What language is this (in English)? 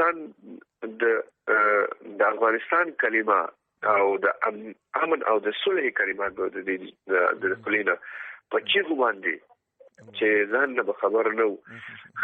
Pashto